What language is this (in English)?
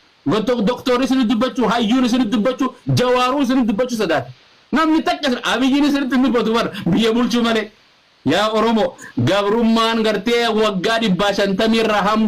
Oromo